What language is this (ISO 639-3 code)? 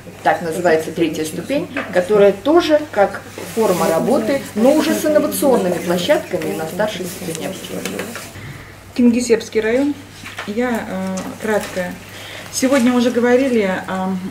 rus